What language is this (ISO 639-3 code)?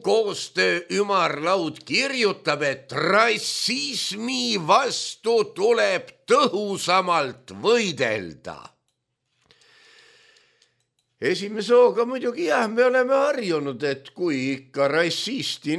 est